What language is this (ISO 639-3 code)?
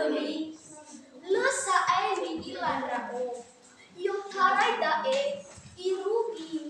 nia